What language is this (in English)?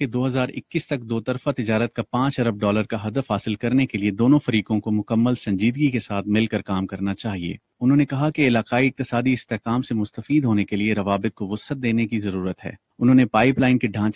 Urdu